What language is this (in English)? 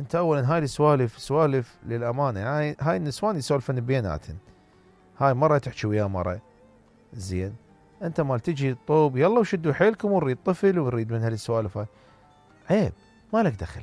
Mesopotamian Arabic